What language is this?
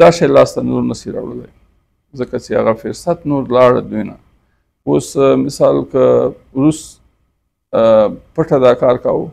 Pashto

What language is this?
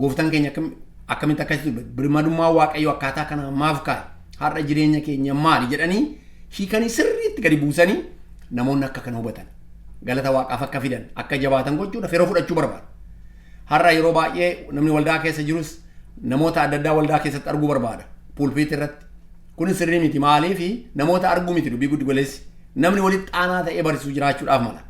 Oromo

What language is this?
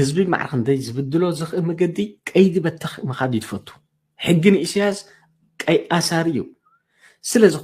Tigrinya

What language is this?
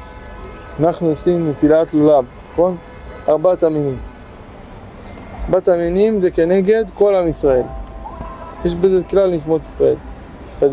Hebrew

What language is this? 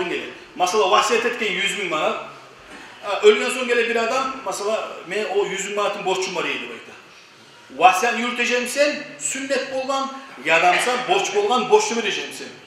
Kumyk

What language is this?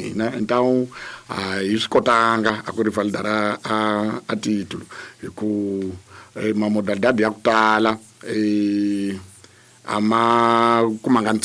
Tsonga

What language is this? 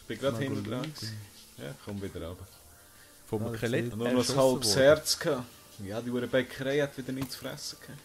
Swiss German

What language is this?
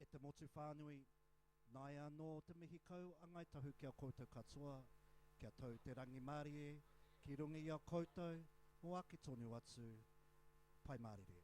Māori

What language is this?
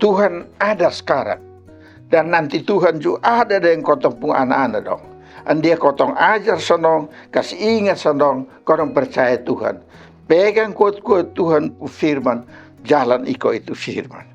Kupang Malay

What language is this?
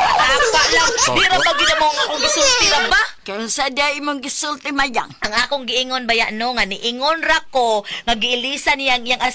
Cebuano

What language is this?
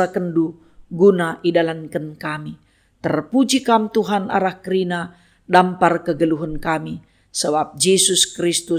Batak Karo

